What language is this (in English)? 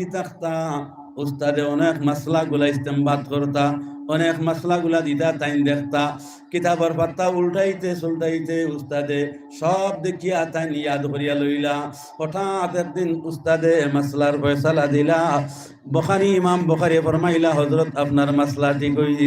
Sylheti